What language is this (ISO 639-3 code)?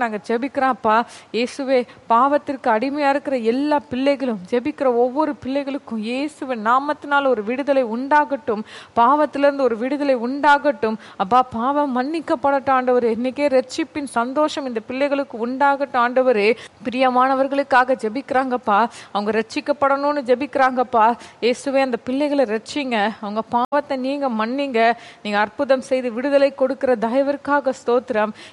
tam